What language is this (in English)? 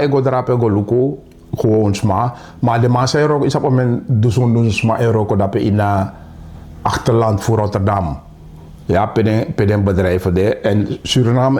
Sranan Tongo